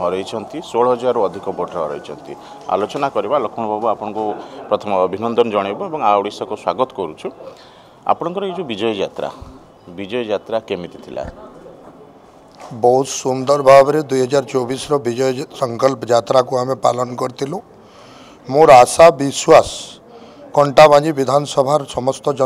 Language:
Odia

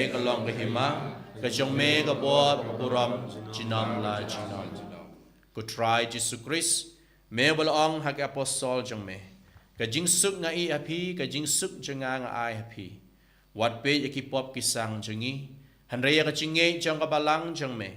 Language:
Khasi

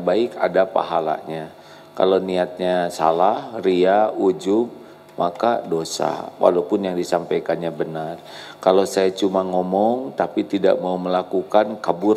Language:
Indonesian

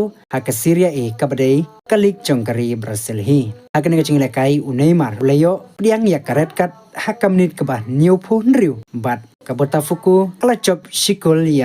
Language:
Khasi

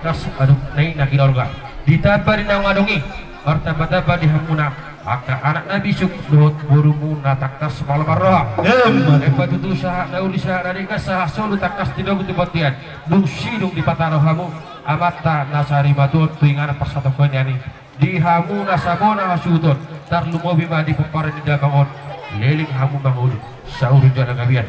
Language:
Batak Toba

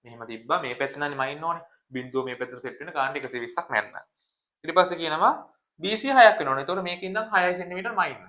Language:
Sinhala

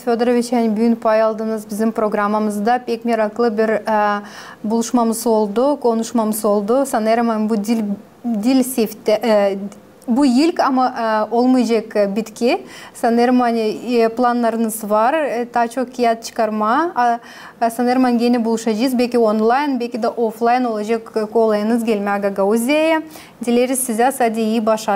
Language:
Gagauz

